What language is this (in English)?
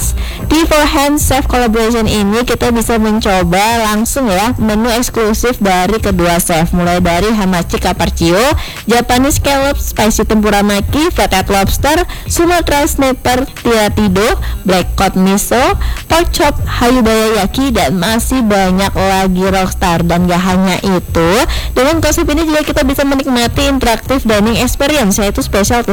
Indonesian